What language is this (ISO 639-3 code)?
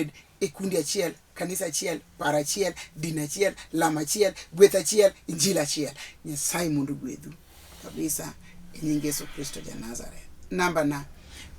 luo